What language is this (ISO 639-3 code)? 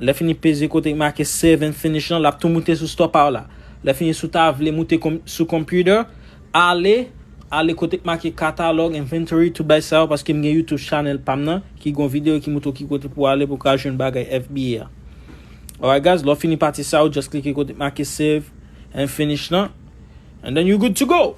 hat